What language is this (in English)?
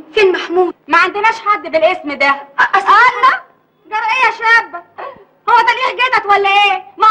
Egyptian Arabic